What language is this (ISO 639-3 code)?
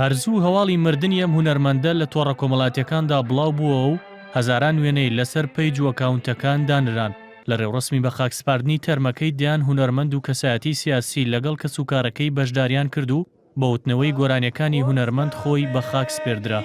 ckb